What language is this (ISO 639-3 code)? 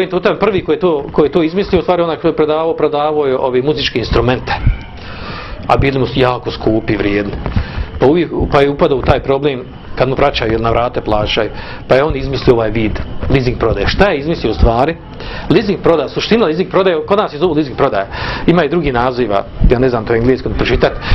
bos